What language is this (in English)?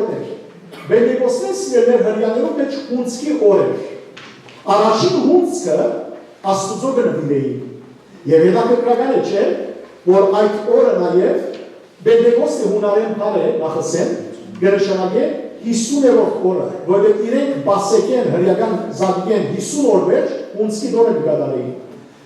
Western Armenian